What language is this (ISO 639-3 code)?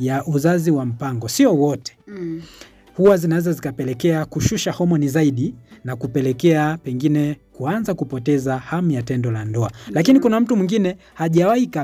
swa